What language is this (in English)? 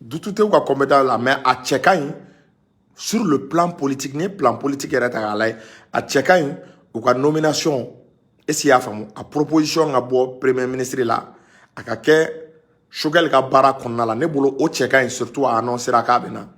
Bambara